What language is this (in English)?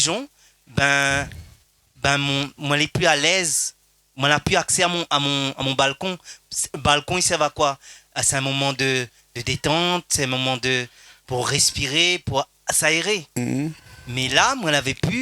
Réunion Creole French